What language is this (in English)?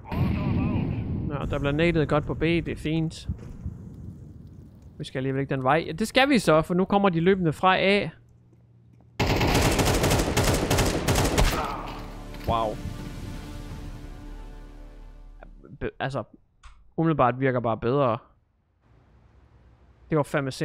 Danish